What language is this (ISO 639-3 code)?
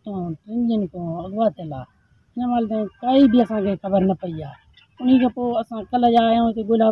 snd